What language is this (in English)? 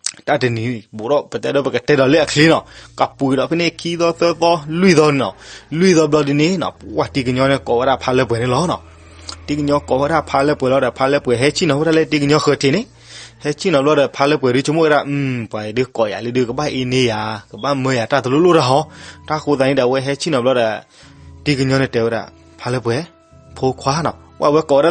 S'gaw Karen